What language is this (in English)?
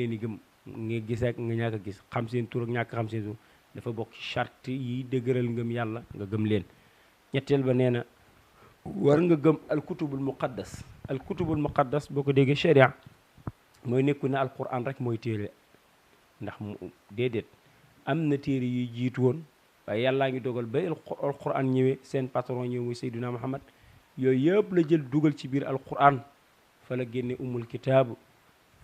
Wolof